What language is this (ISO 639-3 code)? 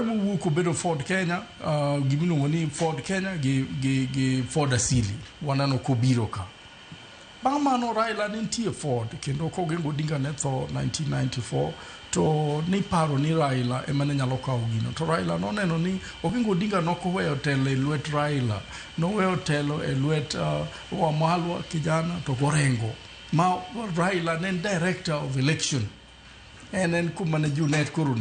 luo